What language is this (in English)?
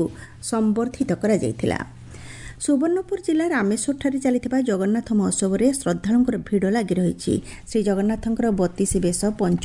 Odia